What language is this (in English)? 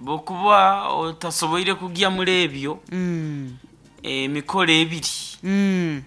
Nyankole